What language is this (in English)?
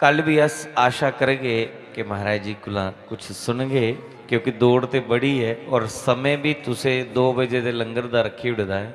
Dogri